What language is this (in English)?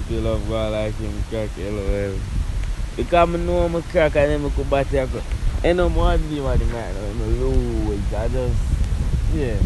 Jamaican Creole English